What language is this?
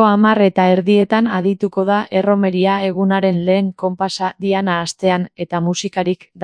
Basque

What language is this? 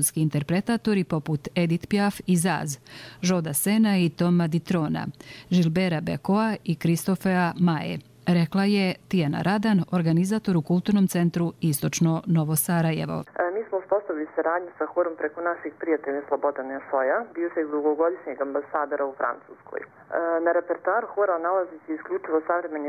Croatian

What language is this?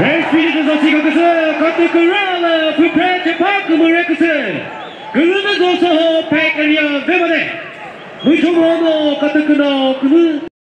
Chokri Naga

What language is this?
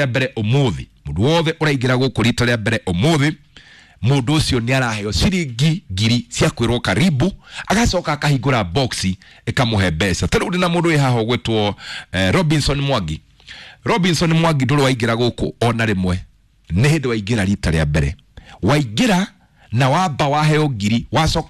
Kikuyu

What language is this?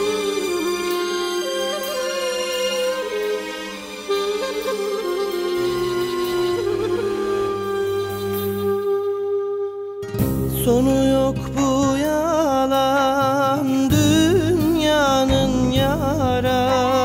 Turkish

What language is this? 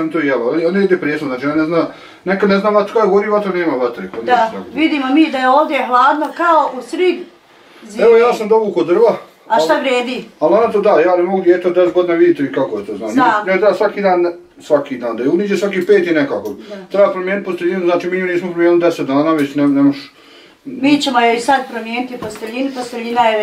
Bosnian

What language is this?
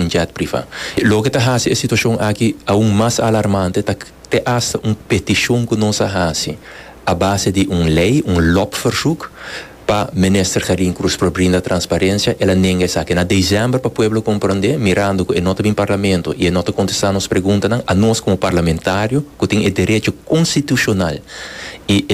Papiamento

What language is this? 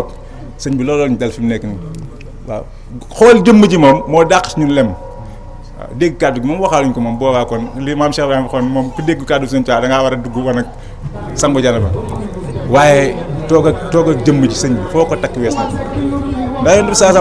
Wolof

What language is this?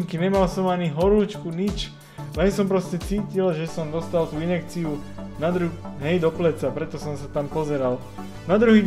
Slovak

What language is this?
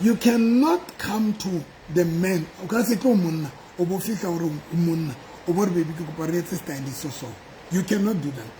Southern Sotho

